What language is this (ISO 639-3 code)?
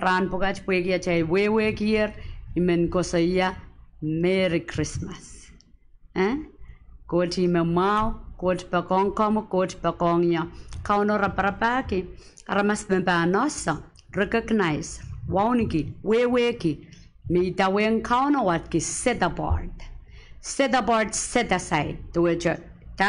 pon